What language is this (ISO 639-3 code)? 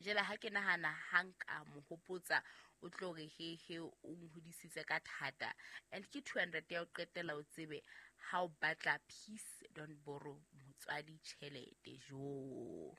sot